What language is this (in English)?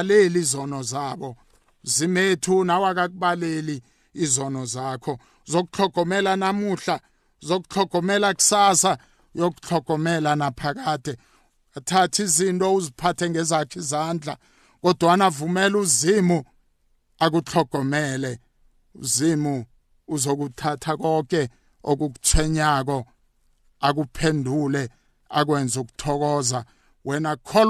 South Ndebele